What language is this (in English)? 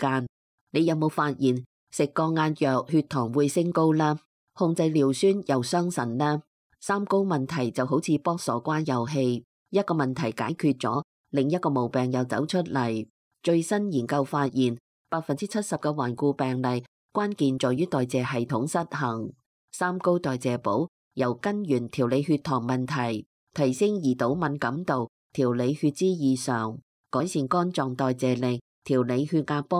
Cantonese